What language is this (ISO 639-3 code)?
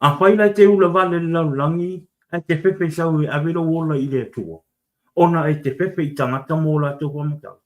smo